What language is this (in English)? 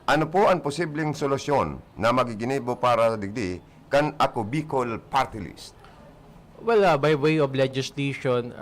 Bikol